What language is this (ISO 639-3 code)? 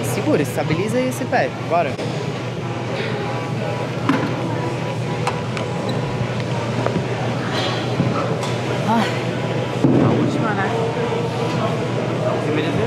por